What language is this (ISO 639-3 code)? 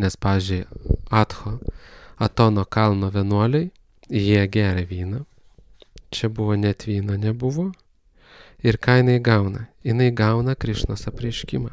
lit